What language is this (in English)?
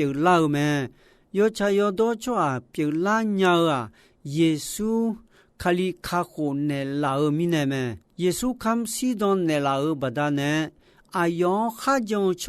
Akha